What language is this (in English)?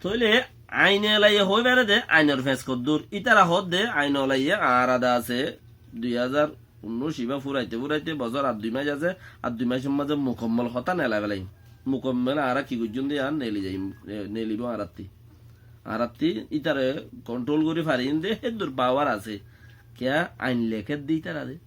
Rohingya